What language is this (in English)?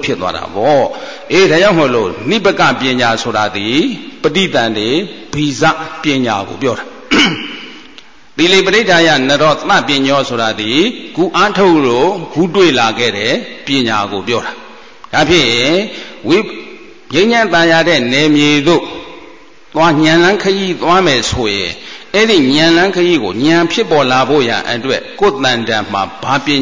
Burmese